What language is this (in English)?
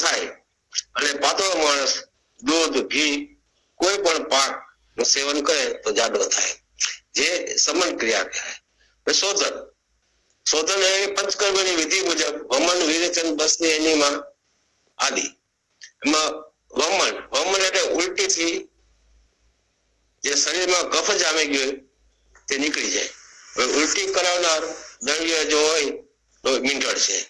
Gujarati